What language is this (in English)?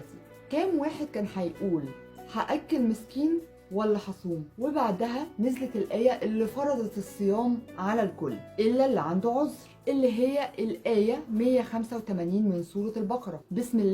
Egyptian Arabic